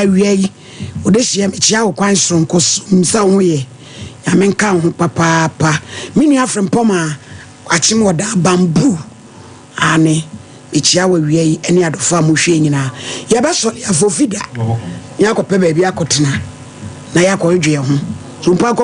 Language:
Akan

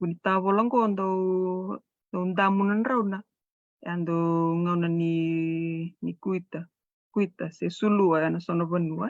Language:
Fijian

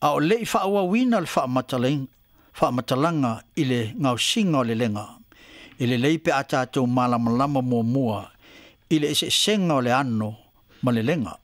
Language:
Samoan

